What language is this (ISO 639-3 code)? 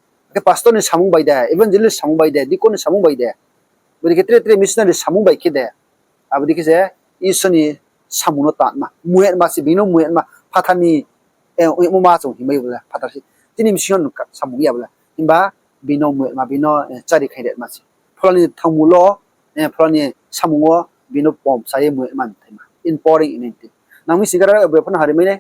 ria